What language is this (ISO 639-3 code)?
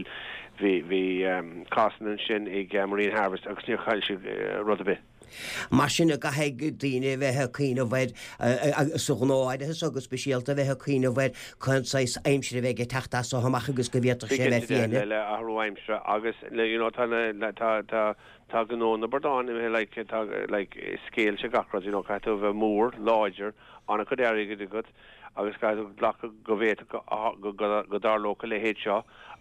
gle